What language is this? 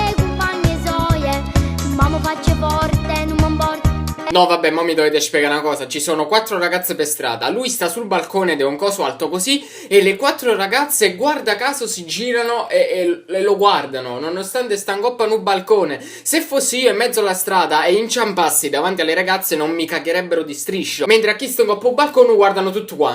Neapolitan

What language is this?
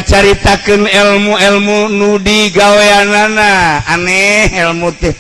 Sundanese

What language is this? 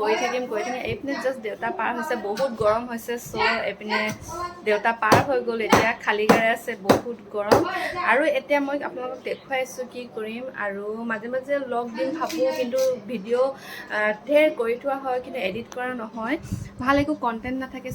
Assamese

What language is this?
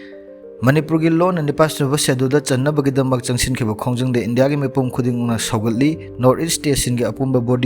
Manipuri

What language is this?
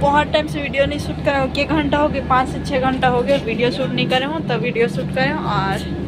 Chhattisgarhi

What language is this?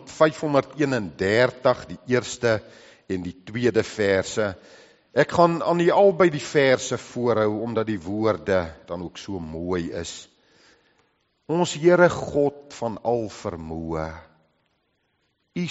Afrikaans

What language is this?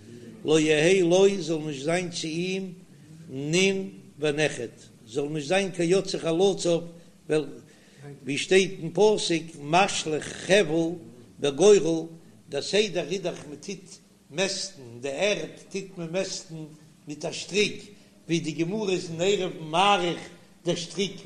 Yiddish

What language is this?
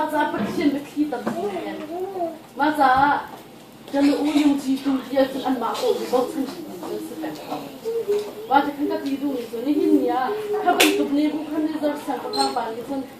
Hakha Chin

